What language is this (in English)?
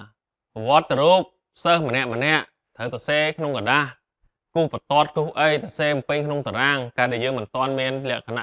Khmer